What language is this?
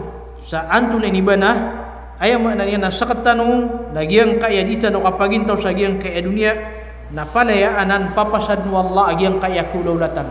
Maranao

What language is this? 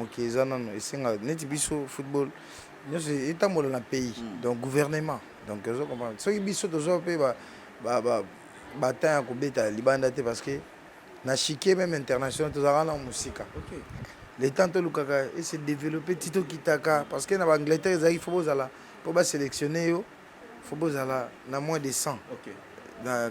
Lingala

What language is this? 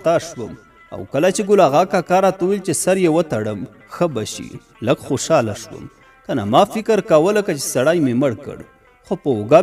Pashto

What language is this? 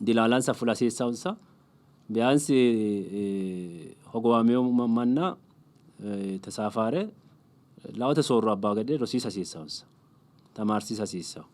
Sidamo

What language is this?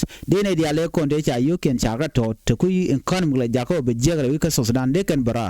Nuer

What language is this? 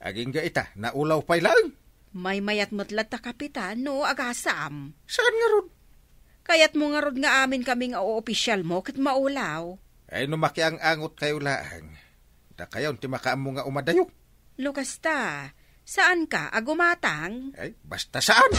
Iloko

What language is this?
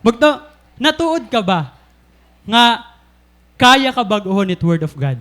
Waray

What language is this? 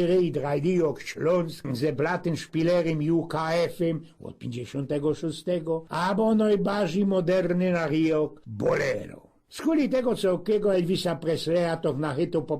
Silesian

